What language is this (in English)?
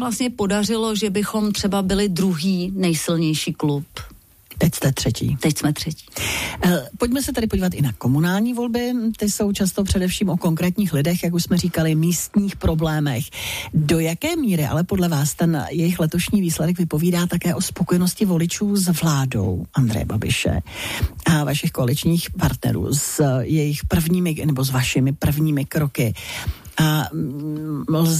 Czech